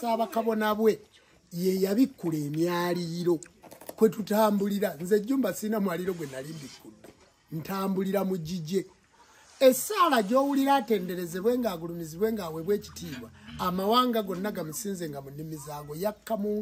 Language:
Ganda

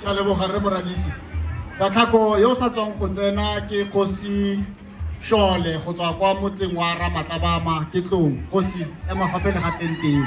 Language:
Tswana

